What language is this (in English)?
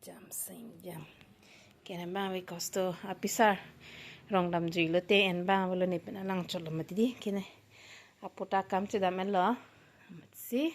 Karbi